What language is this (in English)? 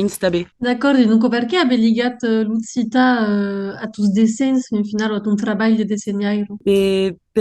Occitan